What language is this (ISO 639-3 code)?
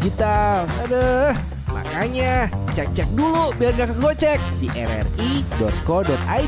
xmm